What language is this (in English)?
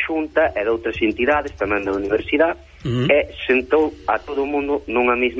Galician